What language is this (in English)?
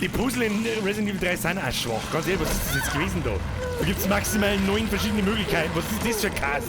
Bavarian